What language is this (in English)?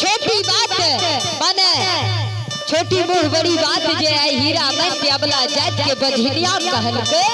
Maithili